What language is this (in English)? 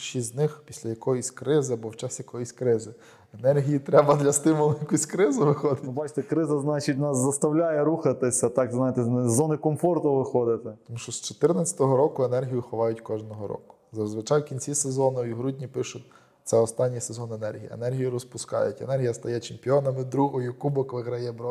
Ukrainian